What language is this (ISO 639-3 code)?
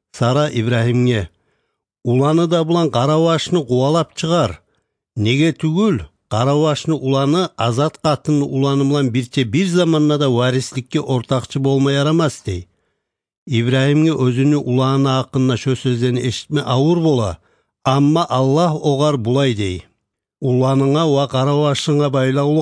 kum